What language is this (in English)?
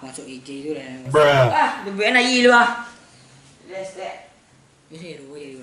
Minangkabau